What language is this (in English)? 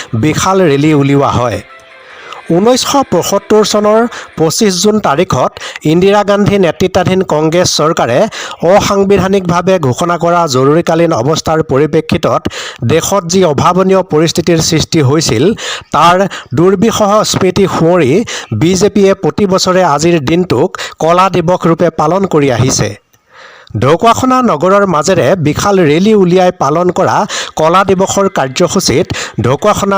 Assamese